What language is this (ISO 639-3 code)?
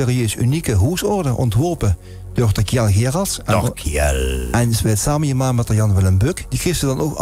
lim